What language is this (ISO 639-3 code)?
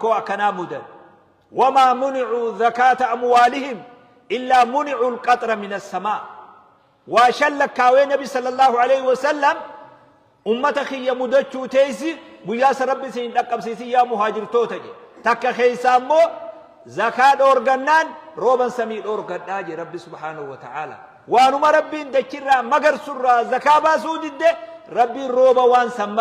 orm